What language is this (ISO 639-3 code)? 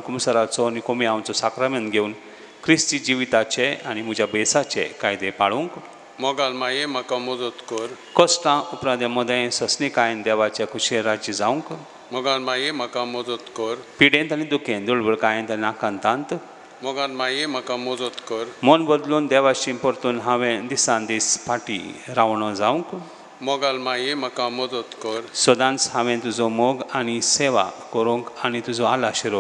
kok